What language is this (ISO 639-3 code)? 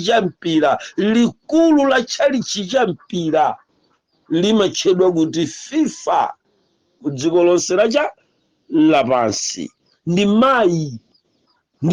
nya